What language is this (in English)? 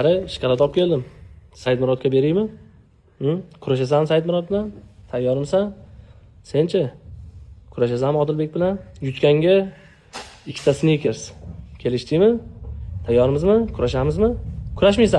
Uzbek